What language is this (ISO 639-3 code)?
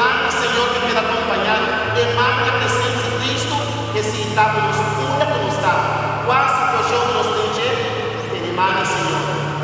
pap